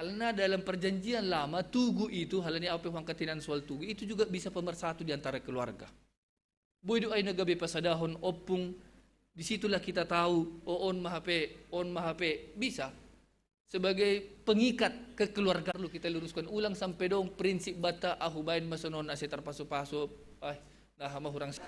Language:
Batak Simalungun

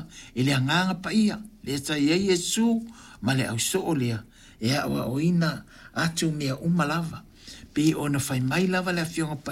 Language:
Samoan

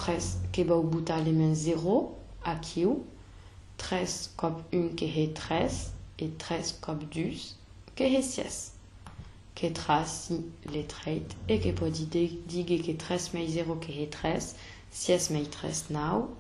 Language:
Occitan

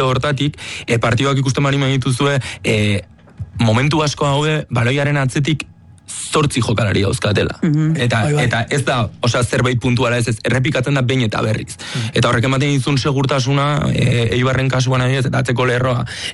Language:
Basque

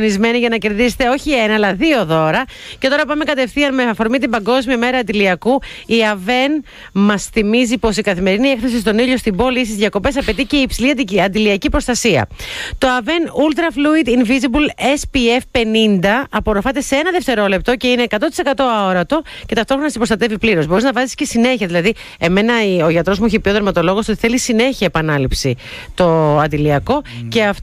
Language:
Greek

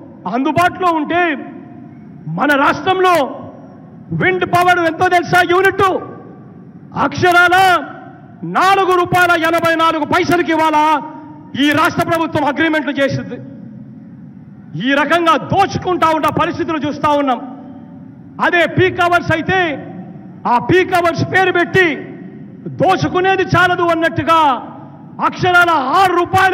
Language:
Telugu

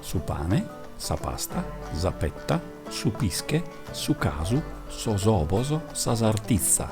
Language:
Sardinian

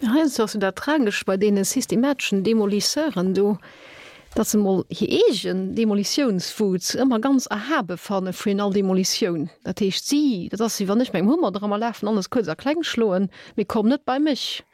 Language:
Luxembourgish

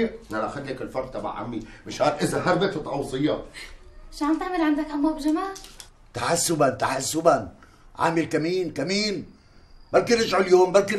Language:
North Levantine Arabic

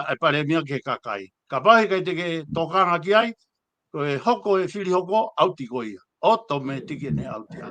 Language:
Tongan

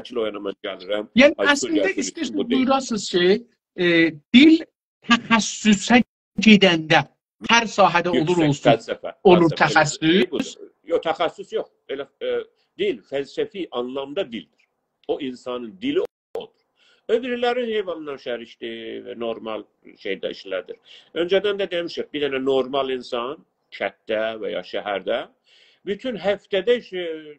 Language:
South Azerbaijani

